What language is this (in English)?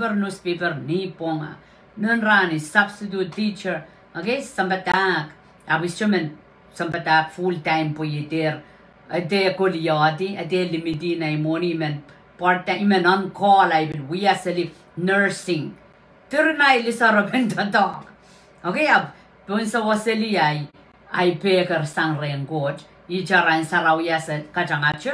Pohnpeian